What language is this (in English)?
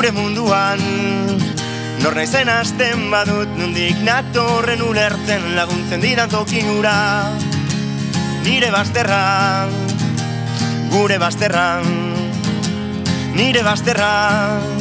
Basque